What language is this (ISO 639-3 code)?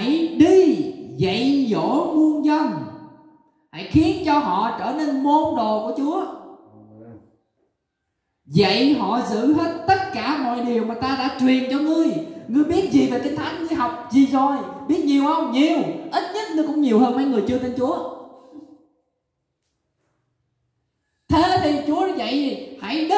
vie